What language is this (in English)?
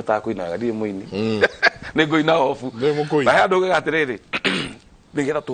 Kikuyu